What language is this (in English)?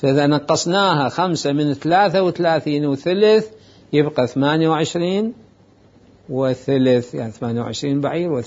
Mesopotamian Arabic